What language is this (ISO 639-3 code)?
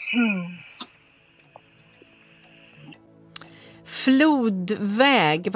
swe